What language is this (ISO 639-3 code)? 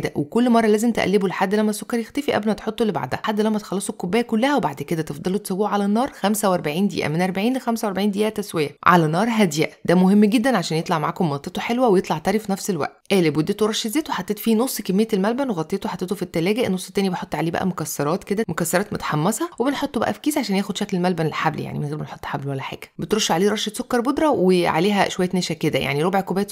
arz